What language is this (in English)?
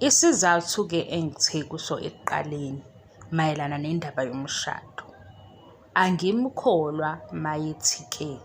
Zulu